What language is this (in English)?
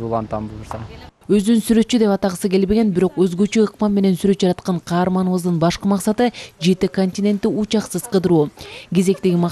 Kyrgyz